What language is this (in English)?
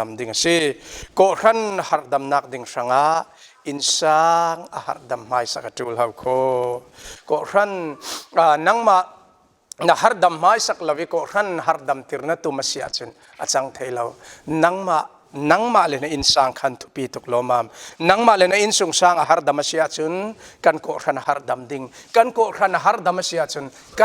Falam Chin